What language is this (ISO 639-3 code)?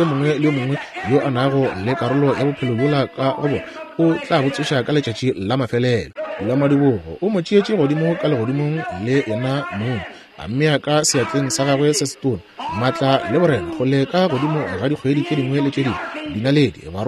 nso